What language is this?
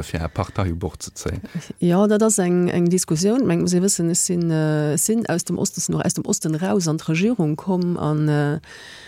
Luxembourgish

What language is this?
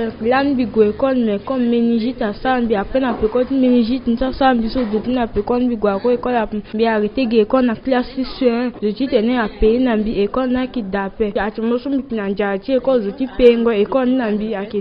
Sango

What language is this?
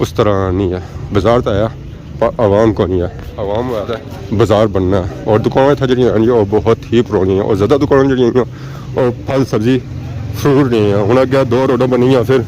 Pahari-Potwari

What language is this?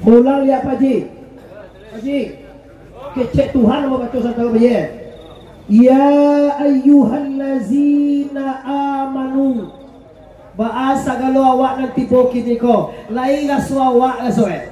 Minangkabau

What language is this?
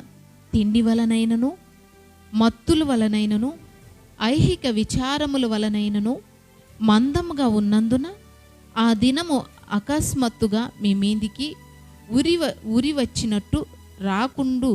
Koya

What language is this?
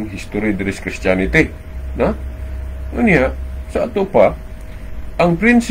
Cebuano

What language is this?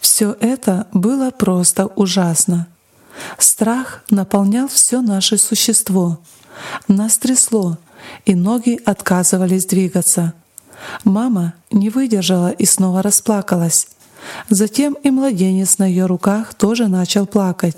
Russian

